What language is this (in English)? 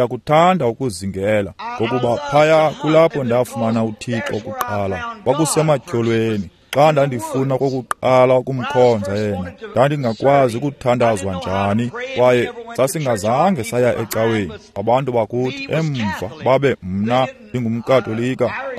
Xhosa